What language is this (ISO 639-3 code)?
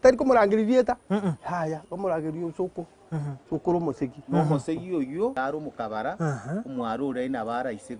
guz